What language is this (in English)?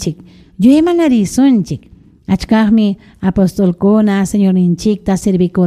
Ayacucho Quechua